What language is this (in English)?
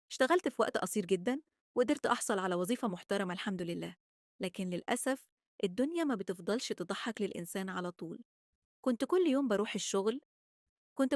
Egyptian Arabic